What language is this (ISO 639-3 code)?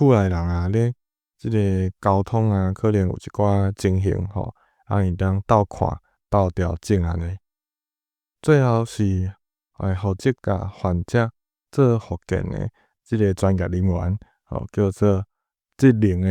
nan